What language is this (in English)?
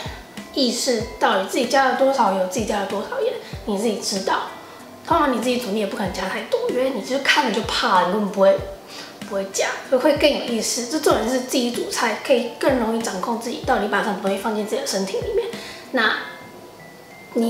Chinese